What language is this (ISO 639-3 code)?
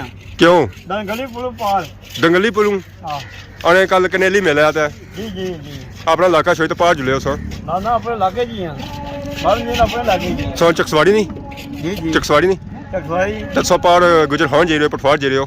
phr